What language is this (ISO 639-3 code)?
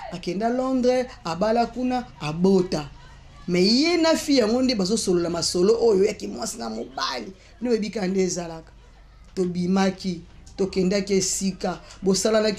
lin